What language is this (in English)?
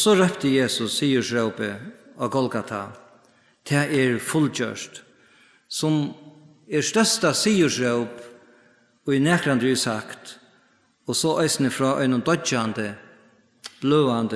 Faroese